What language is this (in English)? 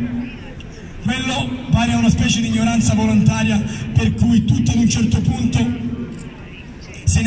Italian